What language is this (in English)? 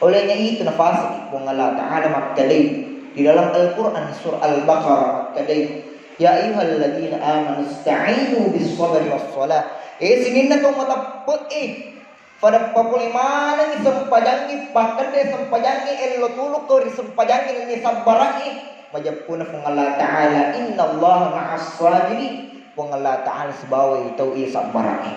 Buginese